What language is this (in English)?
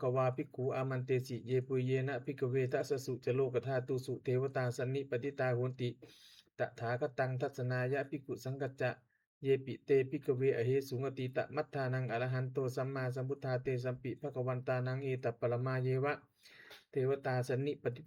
Pali